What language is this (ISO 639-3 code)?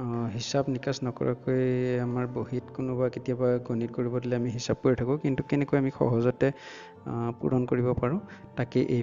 asm